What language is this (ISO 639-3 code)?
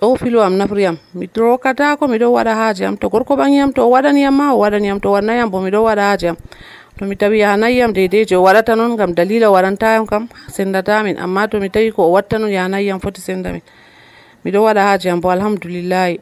fuv